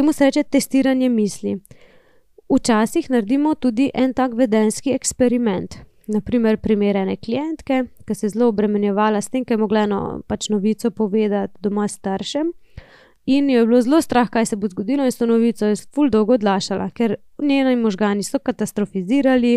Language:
Slovenian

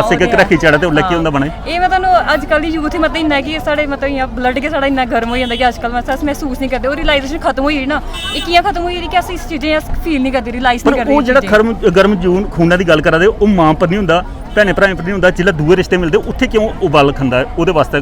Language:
Dogri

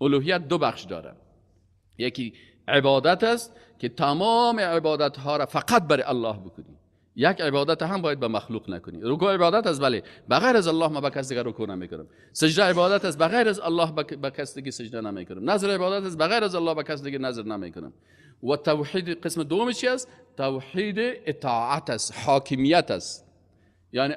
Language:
Persian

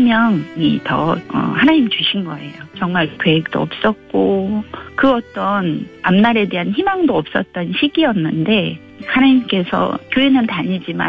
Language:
Korean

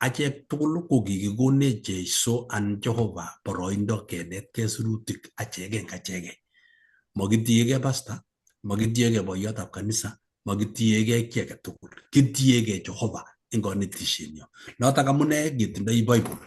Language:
Kalenjin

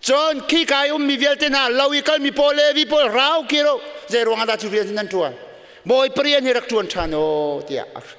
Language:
Hakha Chin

